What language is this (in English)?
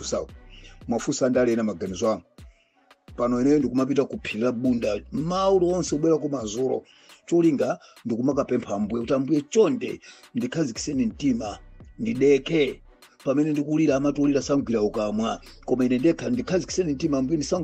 Nyanja